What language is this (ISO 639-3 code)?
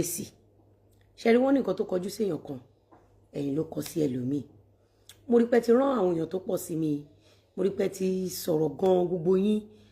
yor